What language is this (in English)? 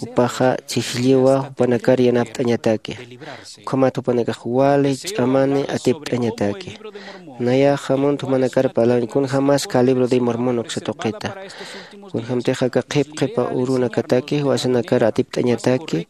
Aymara